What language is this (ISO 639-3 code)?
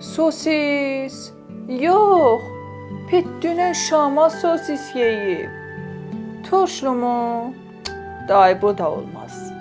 azb